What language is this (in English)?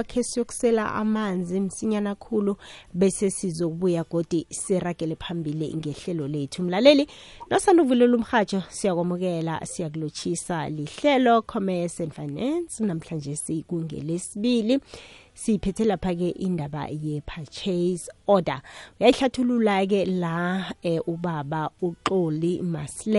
South Ndebele